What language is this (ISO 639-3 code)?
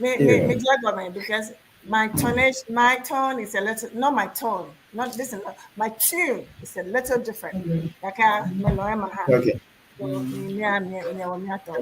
ewe